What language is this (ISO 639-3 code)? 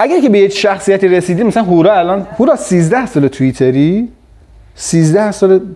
fas